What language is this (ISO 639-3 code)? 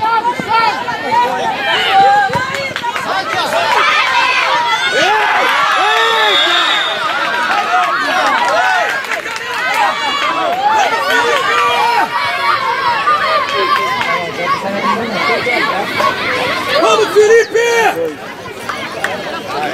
por